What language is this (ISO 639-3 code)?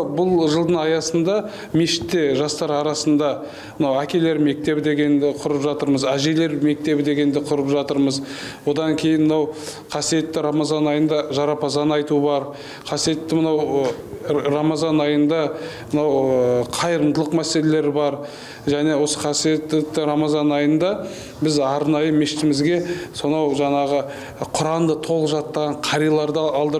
kaz